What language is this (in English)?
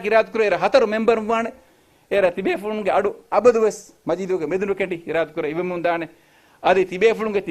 Divehi